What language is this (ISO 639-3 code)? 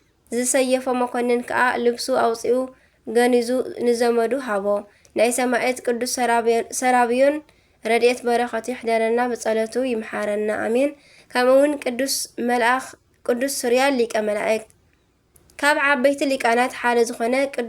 tir